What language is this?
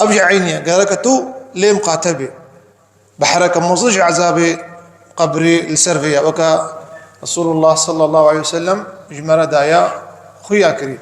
Kurdish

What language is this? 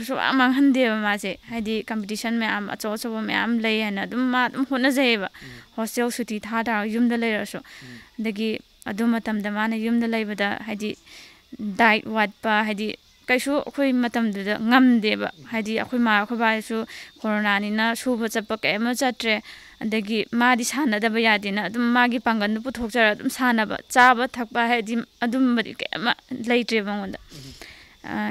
Manipuri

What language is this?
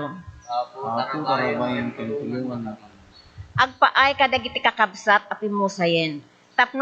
Iloko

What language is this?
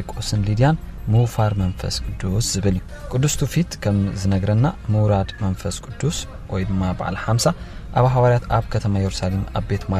Tigrinya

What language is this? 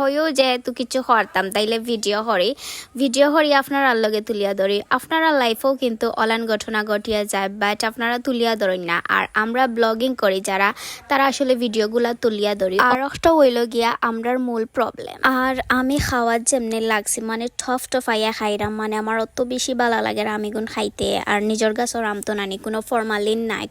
Sylheti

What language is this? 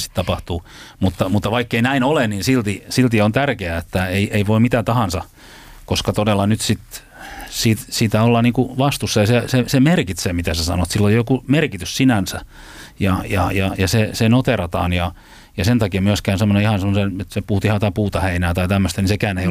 Finnish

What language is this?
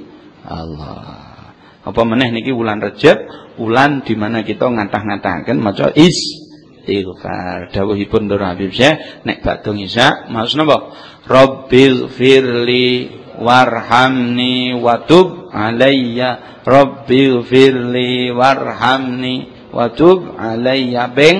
Javanese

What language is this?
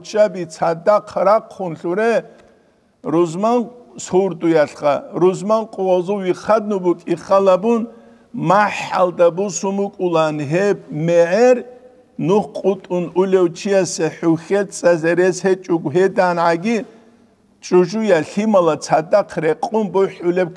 Avaric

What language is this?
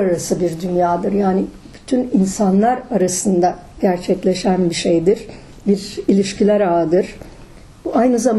Turkish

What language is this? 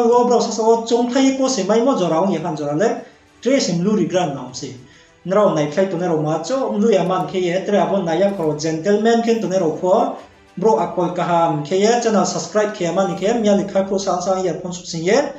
Riang (India)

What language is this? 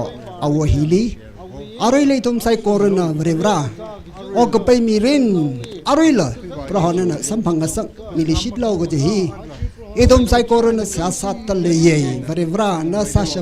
Tangkhul Naga (India)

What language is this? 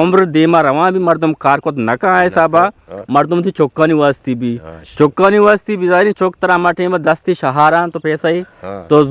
Eastern Balochi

